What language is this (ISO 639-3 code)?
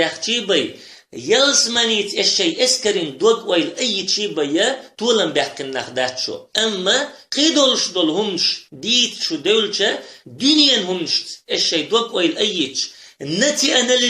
che